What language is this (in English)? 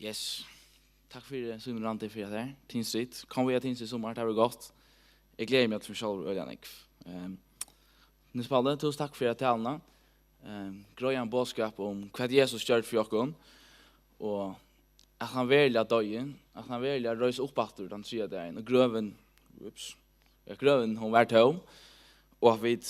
Faroese